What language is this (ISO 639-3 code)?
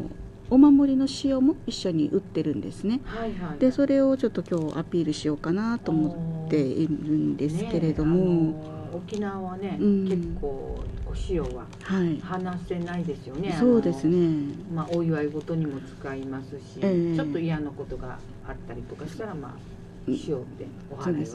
jpn